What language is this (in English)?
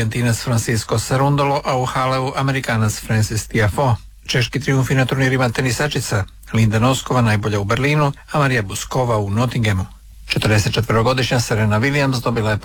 Croatian